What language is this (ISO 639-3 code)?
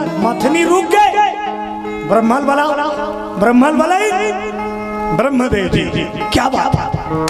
hne